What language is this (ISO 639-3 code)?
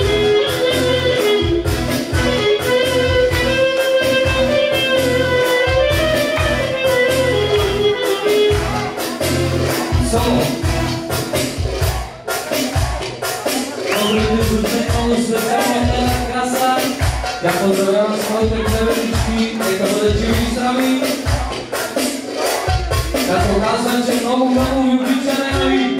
bul